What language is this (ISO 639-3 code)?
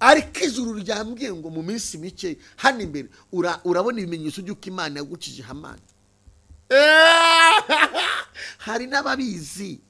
kin